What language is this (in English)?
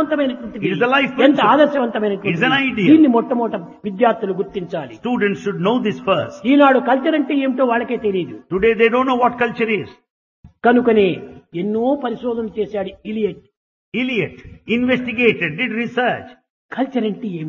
Telugu